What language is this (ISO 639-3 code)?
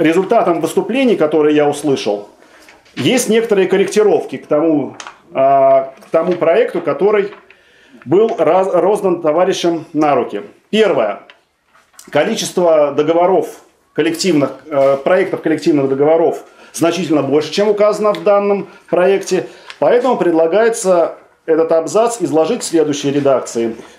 rus